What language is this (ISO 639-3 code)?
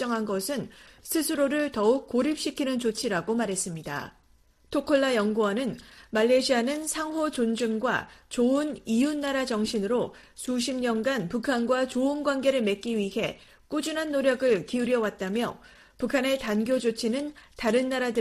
kor